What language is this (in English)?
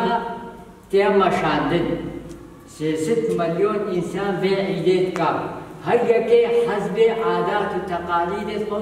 Kurdish